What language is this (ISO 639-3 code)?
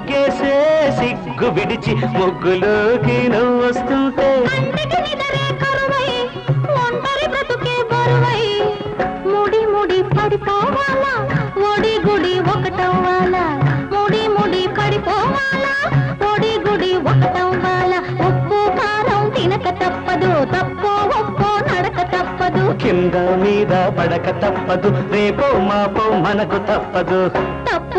tel